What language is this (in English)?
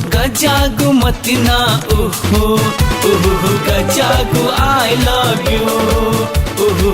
Newari